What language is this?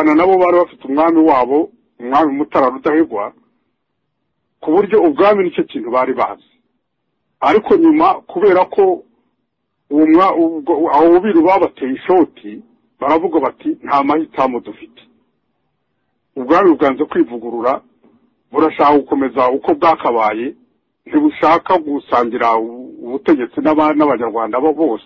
Kinyarwanda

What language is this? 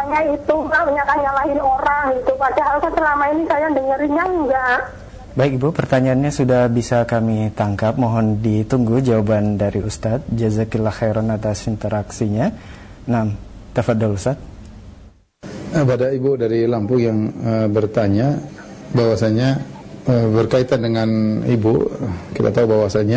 Indonesian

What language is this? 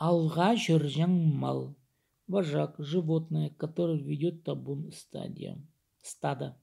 Khakas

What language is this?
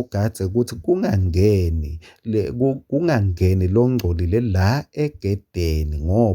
Swati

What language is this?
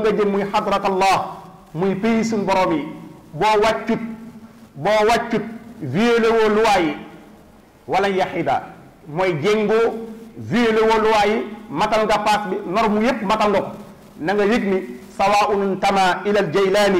Wolof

